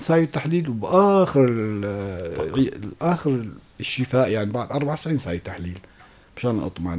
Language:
North Levantine Arabic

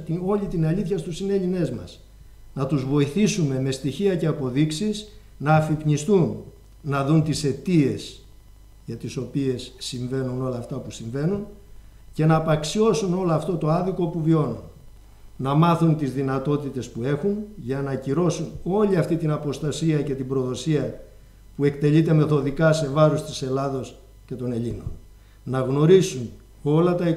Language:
Greek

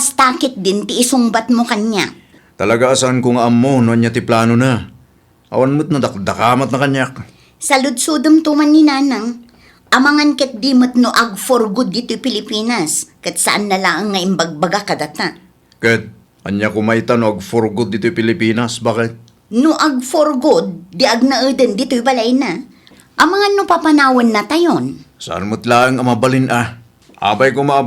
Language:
Iloko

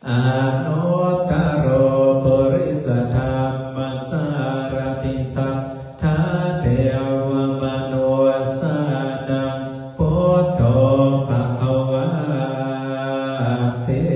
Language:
Pali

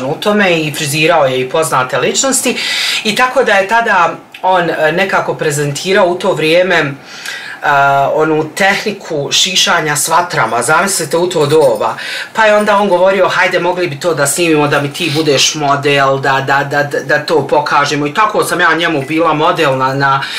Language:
Bosnian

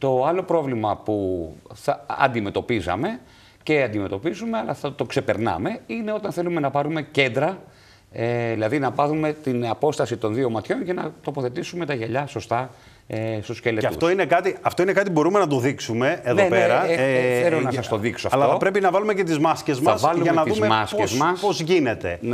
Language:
Greek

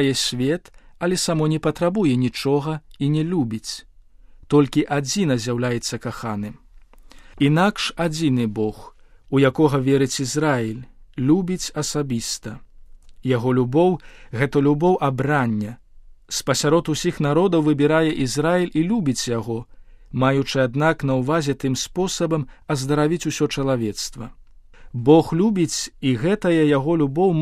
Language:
Belarusian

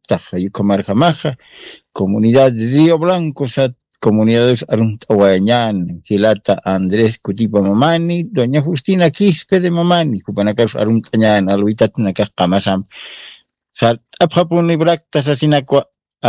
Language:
Aymara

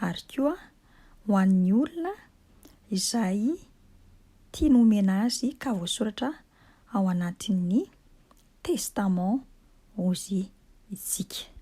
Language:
Malagasy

